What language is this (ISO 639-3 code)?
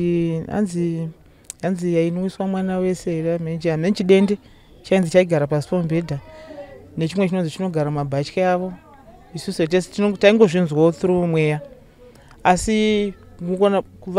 sna